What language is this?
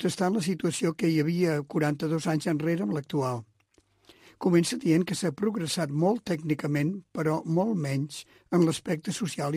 Catalan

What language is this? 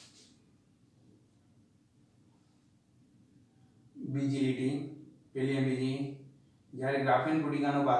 Gujarati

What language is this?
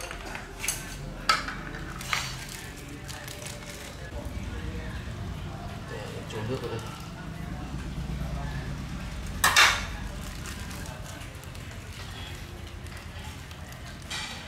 Vietnamese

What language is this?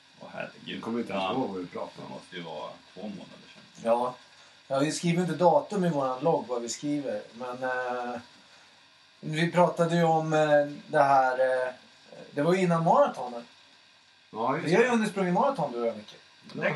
Swedish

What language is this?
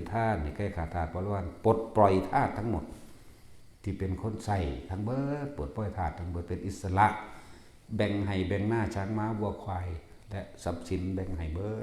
Northeastern Thai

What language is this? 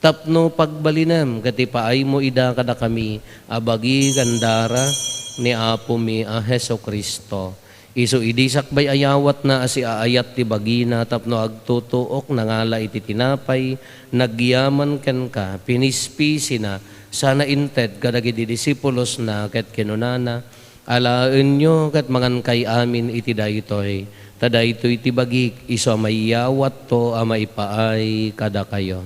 Iloko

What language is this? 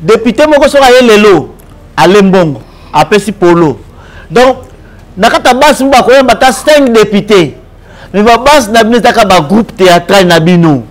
Lingala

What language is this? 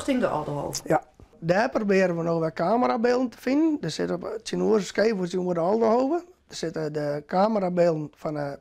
Western Frisian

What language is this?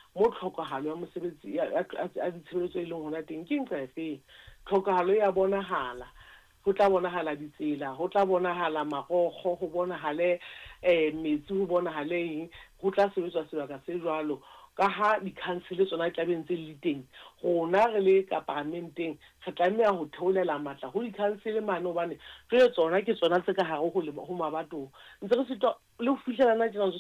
Southern Sotho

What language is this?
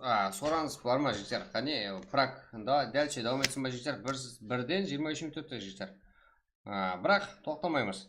Kara-Kalpak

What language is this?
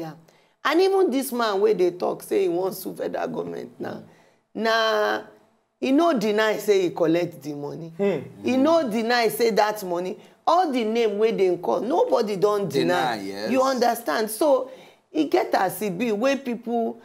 Nigerian Pidgin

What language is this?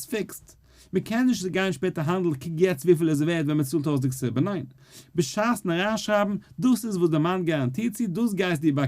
Yiddish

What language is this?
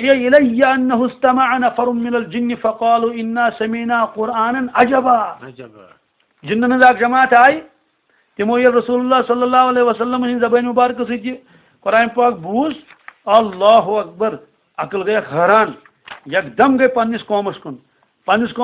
Kashmiri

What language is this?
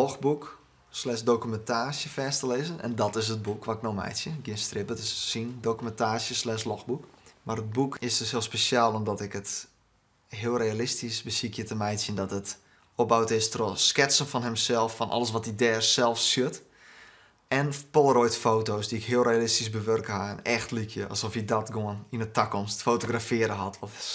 Western Frisian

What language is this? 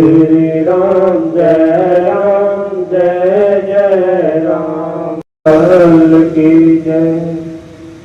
Dogri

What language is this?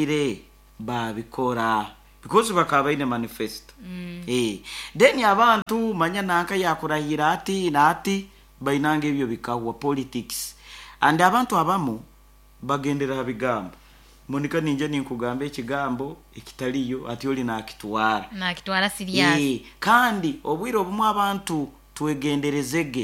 Nyoro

